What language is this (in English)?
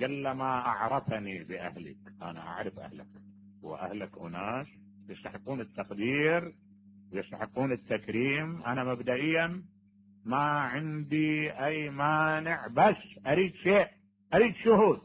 Mesopotamian Arabic